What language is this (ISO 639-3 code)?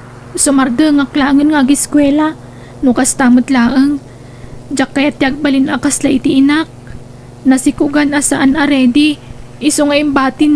ilo